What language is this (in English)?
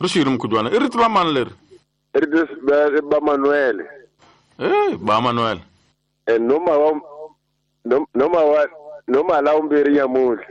Tsonga